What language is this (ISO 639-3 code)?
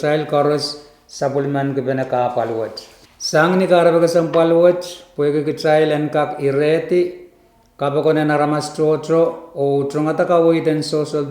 pon